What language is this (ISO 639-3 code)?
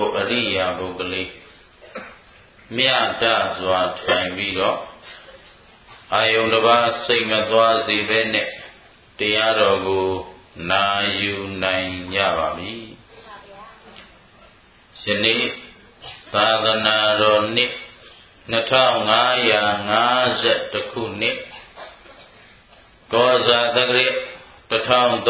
mya